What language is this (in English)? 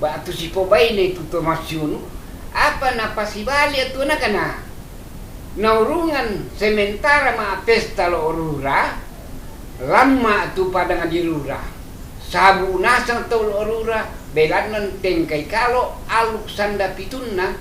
Toraja-Sa'dan